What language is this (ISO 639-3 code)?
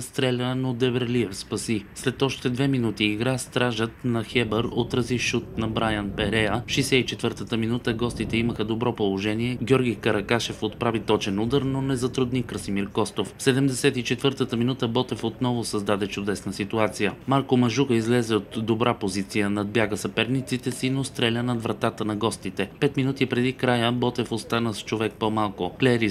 bul